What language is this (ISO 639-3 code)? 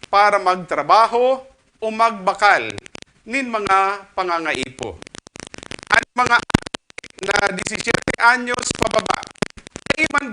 bik